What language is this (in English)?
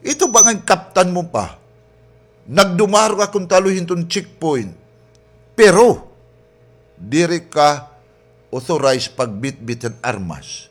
Waray